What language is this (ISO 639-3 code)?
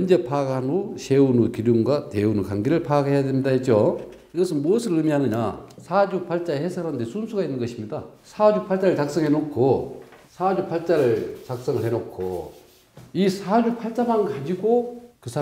kor